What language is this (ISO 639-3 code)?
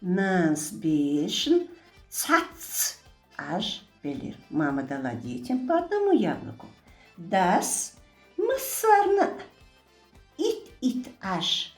che